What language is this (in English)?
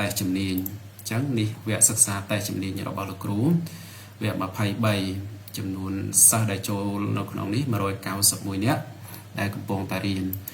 Khmer